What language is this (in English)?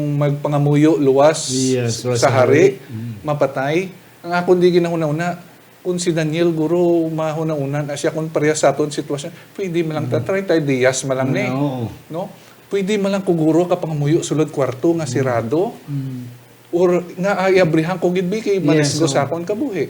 Hiligaynon